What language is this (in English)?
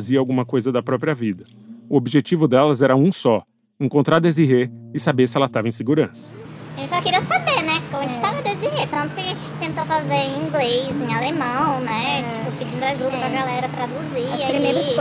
Portuguese